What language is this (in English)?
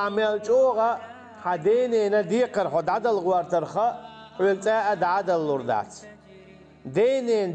Chechen